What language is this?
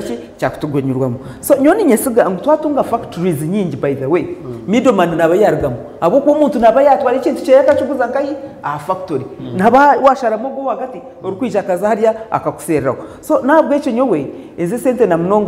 Nyankole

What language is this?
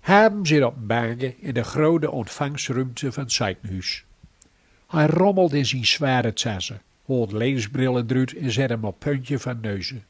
Gronings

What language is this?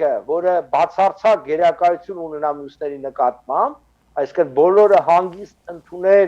Western Armenian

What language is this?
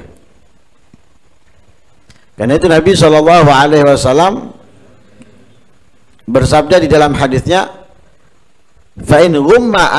Indonesian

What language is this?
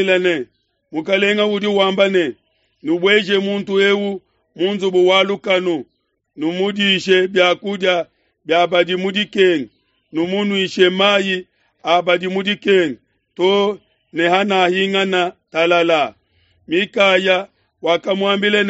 Luba-Lulua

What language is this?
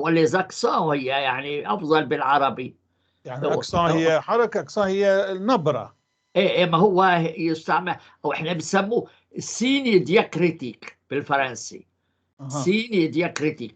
North Levantine Arabic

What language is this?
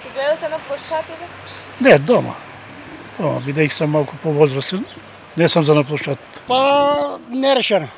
Macedonian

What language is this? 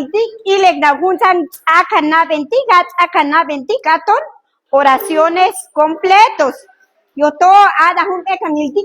Chuj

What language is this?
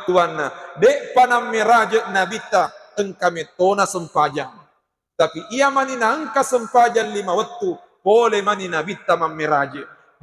Buginese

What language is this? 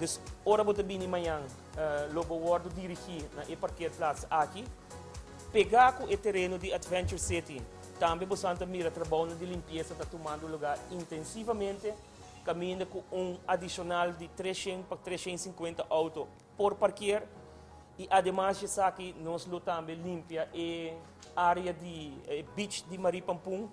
Papiamento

